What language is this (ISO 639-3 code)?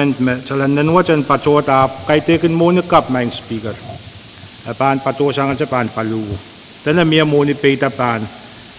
pon